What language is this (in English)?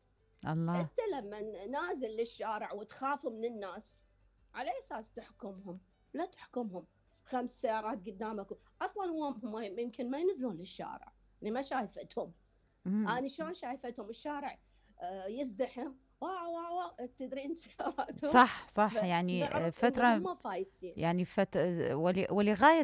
Mesopotamian Arabic